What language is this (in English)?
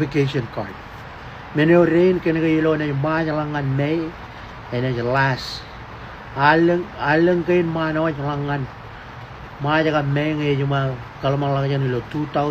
Marshallese